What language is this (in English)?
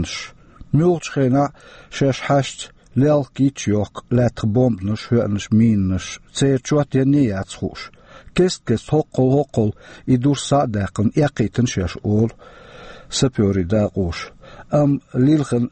Chechen